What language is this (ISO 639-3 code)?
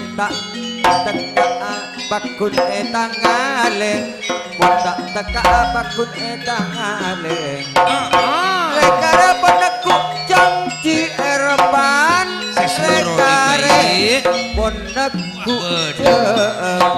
mad